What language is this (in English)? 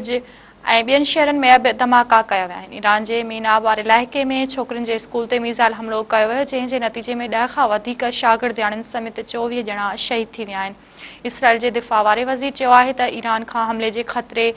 Sindhi